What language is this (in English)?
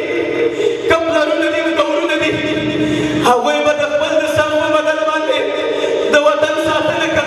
Pashto